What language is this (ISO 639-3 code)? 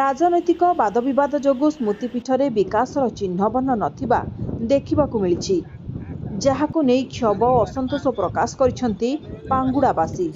ori